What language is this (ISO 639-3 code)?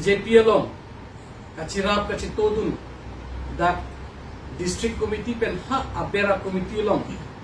mjw